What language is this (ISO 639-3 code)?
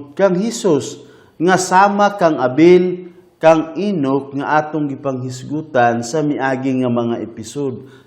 ceb